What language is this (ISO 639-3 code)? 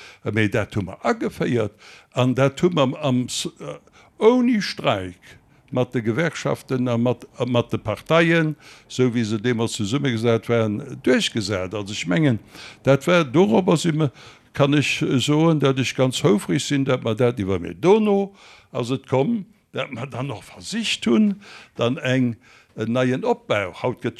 ltz